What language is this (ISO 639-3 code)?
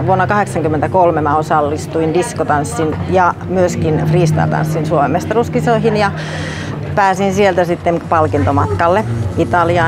fin